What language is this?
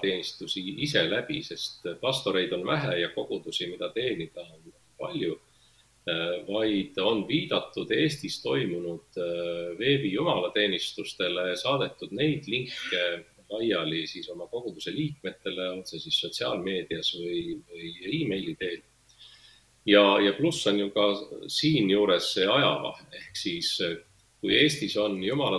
Estonian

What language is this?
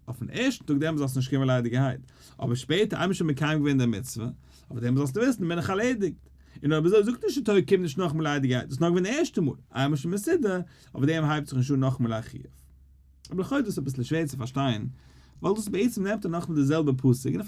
Yiddish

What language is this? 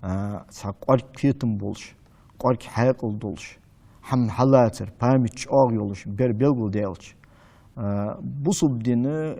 Ingush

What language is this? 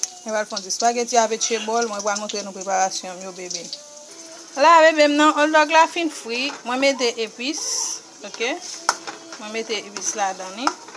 Haitian Creole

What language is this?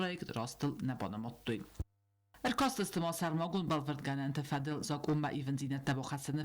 Ossetic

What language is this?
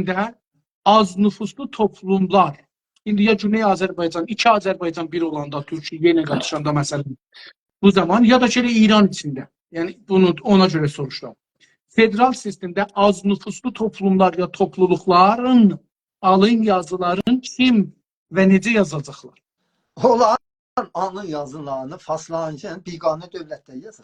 South Azerbaijani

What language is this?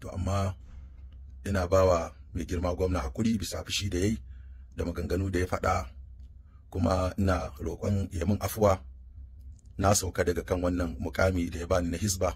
Hausa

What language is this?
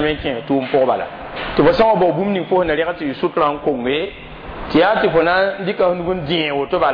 Mossi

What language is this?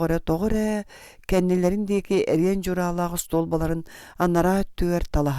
Yakut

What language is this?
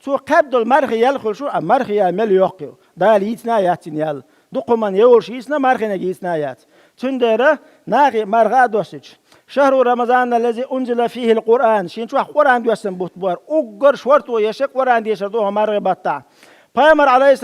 Chechen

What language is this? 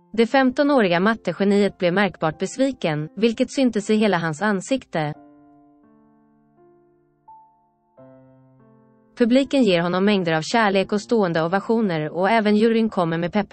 Swedish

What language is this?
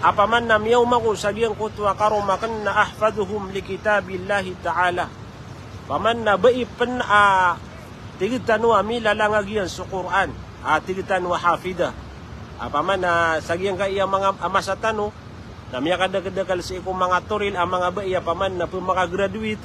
Maranao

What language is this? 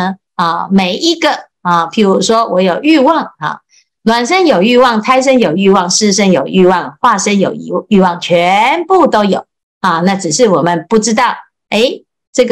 Chinese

